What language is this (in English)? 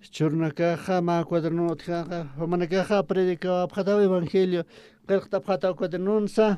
Aymara